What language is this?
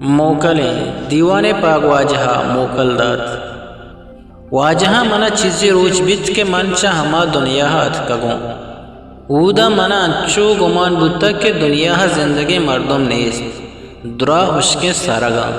Eastern Balochi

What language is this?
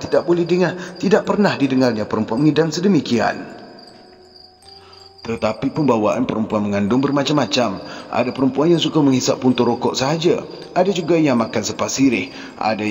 Malay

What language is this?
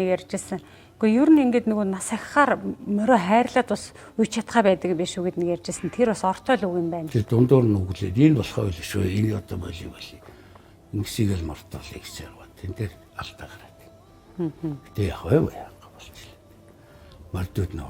Mongolian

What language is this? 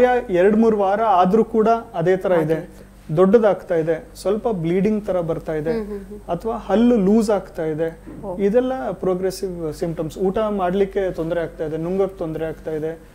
Kannada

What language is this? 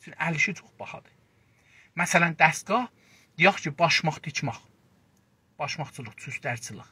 South Azerbaijani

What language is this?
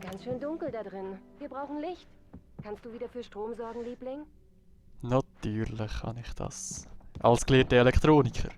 Swiss German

